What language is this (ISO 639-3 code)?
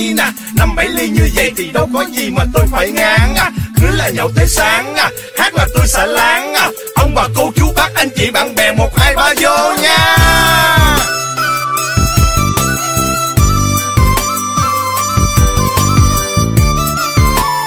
vie